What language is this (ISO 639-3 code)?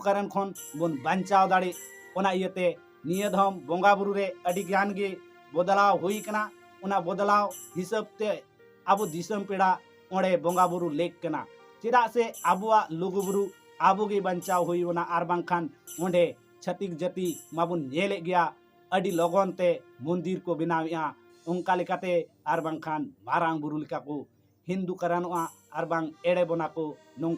sat